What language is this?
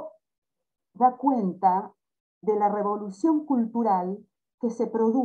Spanish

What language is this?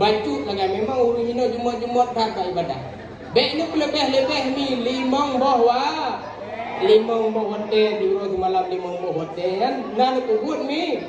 Achinese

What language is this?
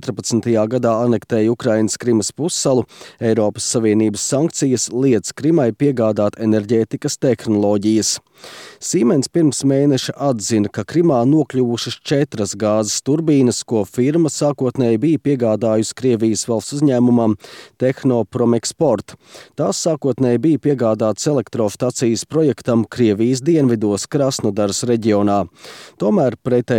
Latvian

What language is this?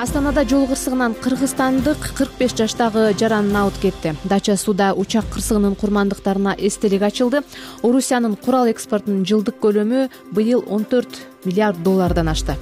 Kyrgyz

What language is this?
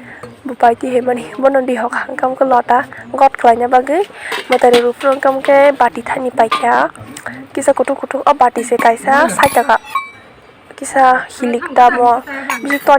Kok Borok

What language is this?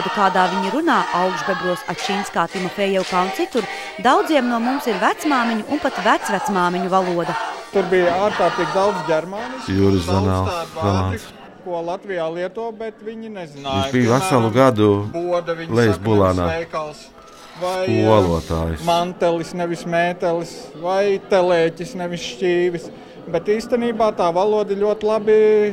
Latvian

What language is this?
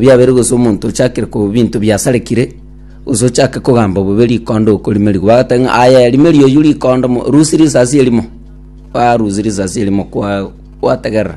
Gusii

